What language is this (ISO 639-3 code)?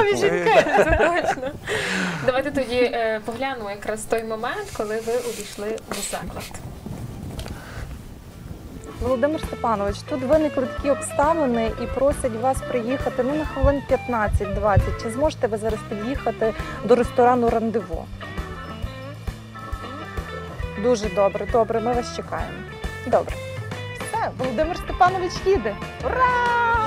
ukr